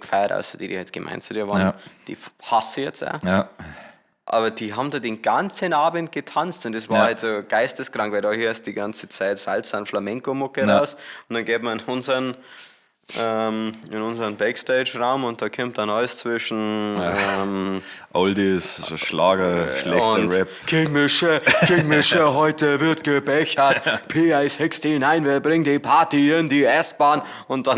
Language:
Bavarian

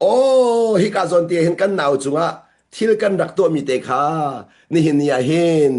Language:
Hakha Chin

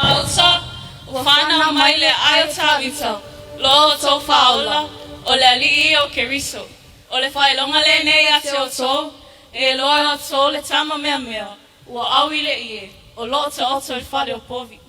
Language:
Samoan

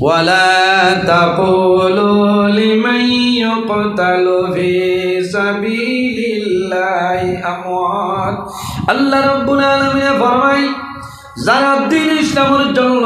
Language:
Sylheti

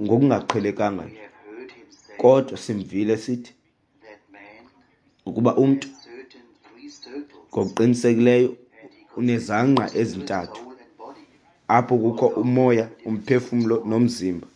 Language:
Xhosa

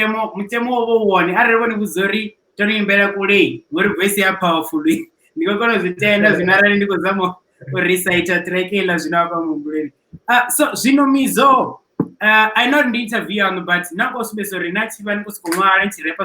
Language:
Venda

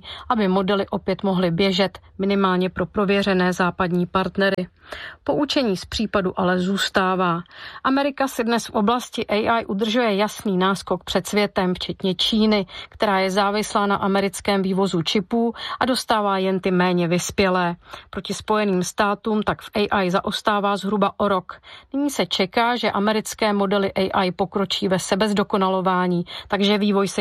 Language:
Czech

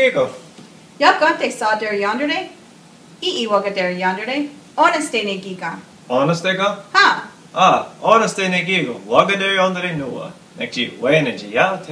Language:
Mohawk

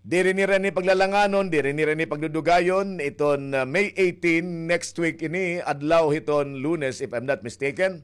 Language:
Waray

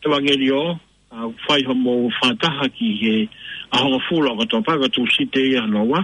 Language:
Tongan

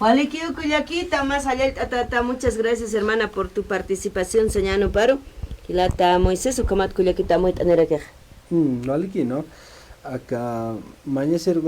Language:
Aymara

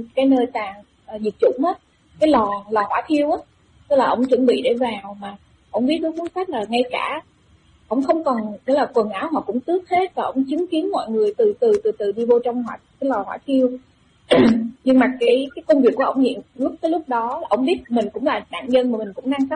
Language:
Vietnamese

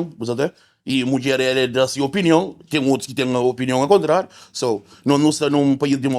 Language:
Kabuverdianu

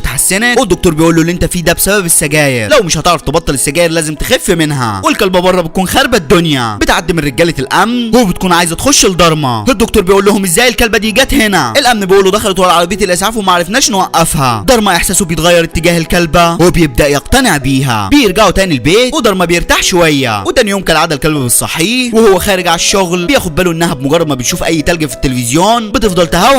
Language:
Egyptian Arabic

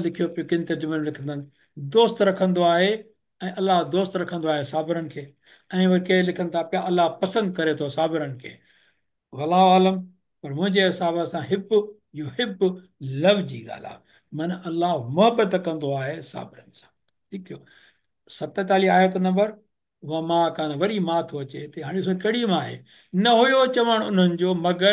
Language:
Sindhi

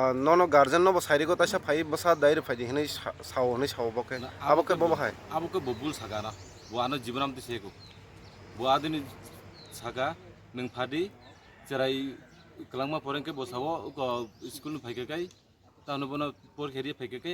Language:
Kok Borok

